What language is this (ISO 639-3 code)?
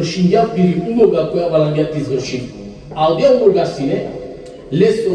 rmn